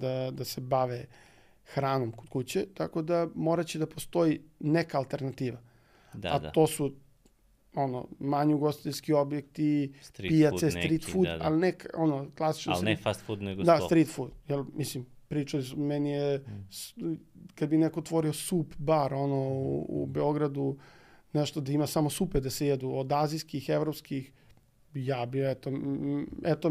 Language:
Serbian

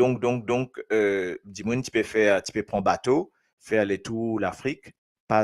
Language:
Morisyen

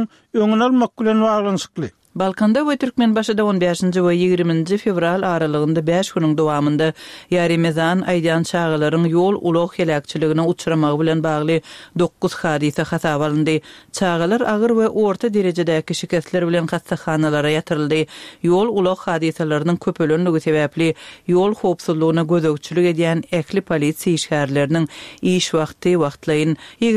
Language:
Turkmen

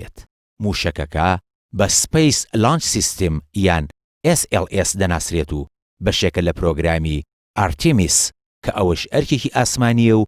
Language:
Central Kurdish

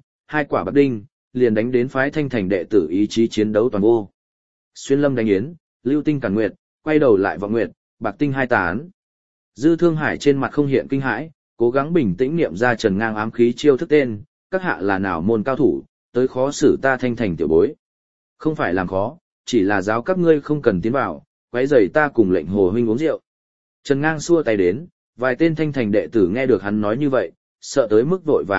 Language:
Vietnamese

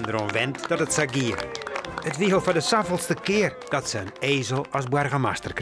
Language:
Western Frisian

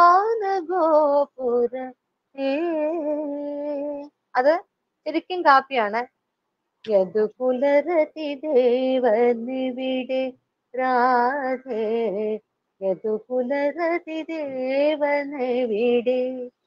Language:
Malayalam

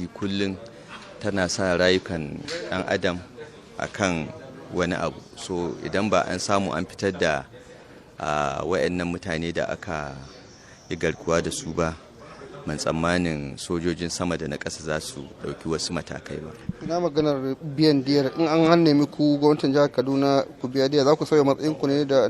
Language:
Hausa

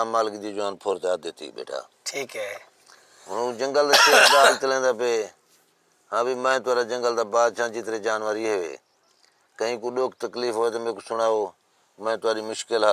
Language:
Saraiki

